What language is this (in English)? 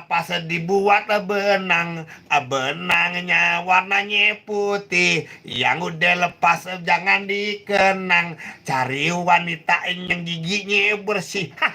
Betawi